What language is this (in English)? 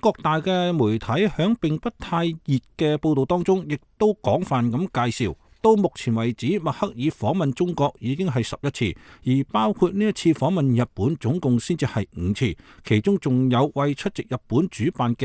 Cantonese